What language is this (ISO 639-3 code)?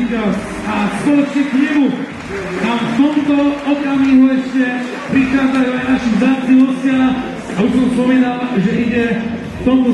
slk